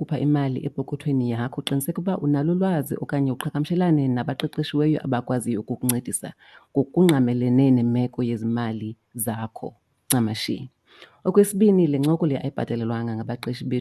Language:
Xhosa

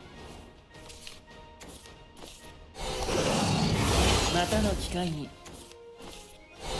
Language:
Japanese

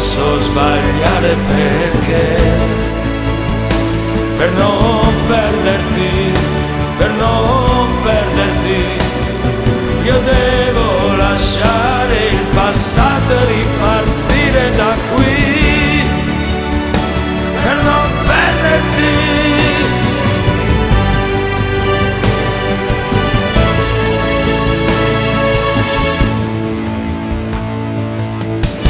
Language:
Italian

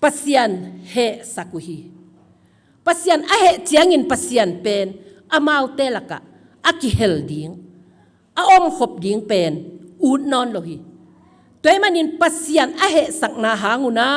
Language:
Tedim Chin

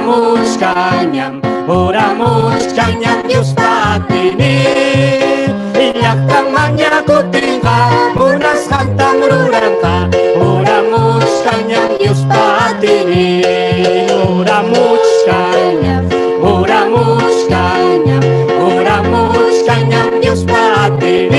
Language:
Ayacucho Quechua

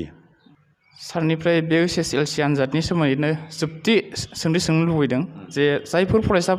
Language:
Bodo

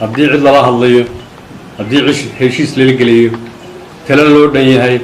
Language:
Somali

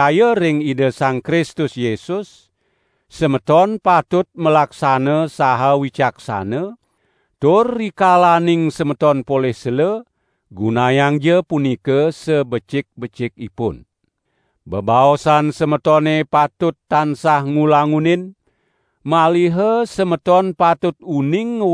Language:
Balinese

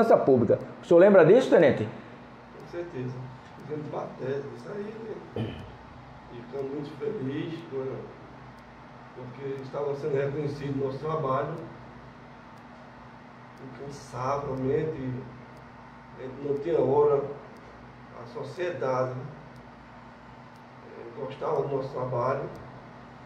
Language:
Portuguese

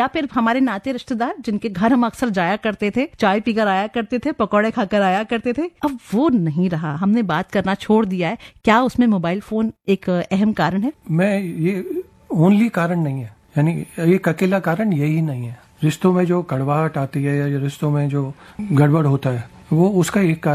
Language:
Hindi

